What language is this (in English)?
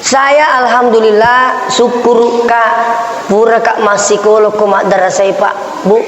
Buginese